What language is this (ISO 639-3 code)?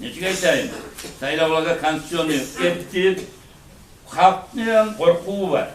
kum